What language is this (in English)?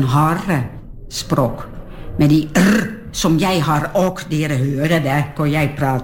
Norwegian